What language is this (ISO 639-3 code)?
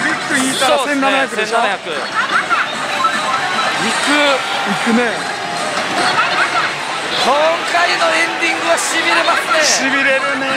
jpn